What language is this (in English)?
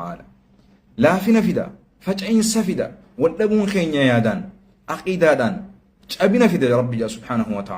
Oromo